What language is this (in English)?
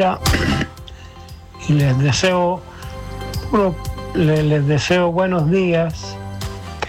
Spanish